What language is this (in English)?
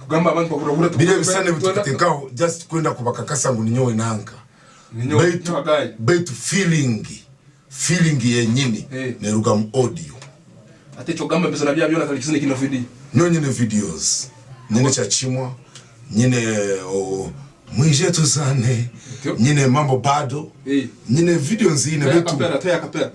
Tooro